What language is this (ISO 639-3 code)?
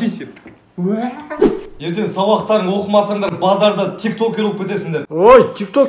kaz